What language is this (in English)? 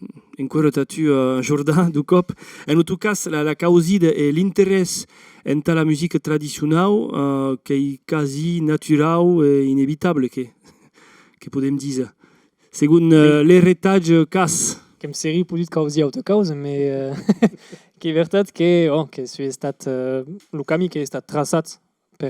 Occitan